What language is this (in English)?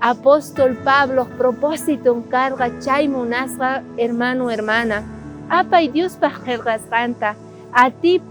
South Bolivian Quechua